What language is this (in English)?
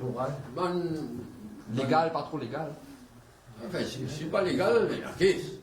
Morisyen